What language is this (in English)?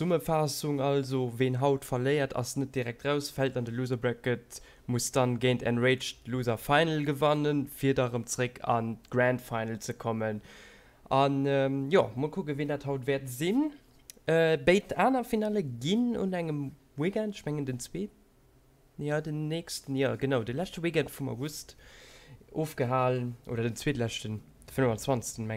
Luxembourgish